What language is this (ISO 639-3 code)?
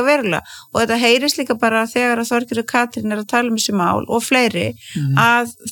isl